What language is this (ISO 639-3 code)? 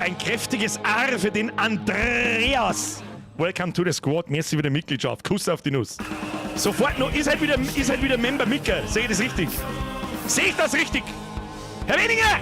bar